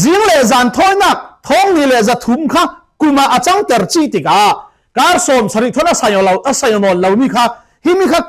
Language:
Falam Chin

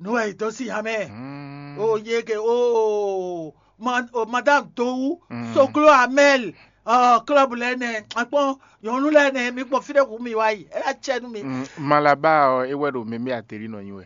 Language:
Fon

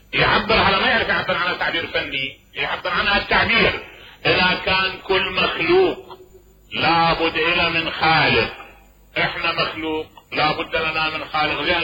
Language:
Mesopotamian Arabic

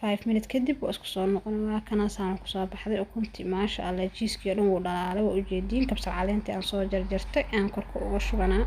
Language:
Somali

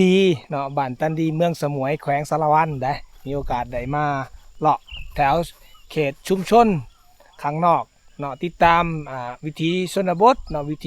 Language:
Lao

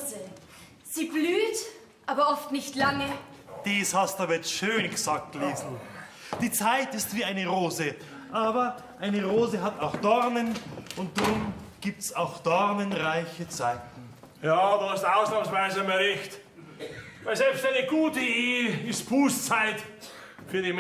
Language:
Bavarian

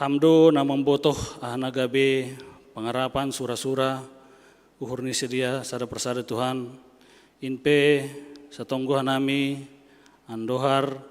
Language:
Batak Simalungun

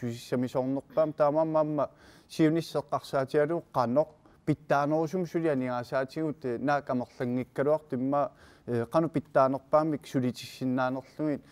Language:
Kalaallisut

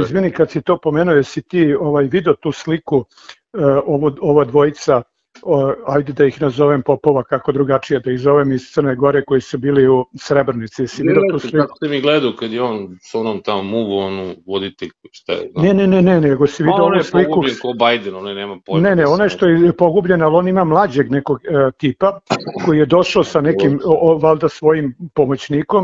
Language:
Serbian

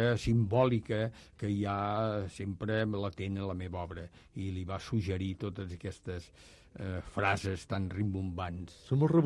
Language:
Catalan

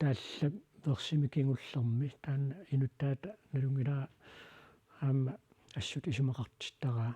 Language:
Kalaallisut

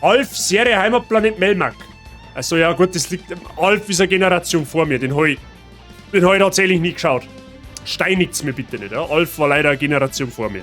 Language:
Bavarian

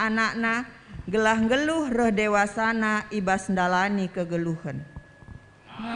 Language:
Batak Karo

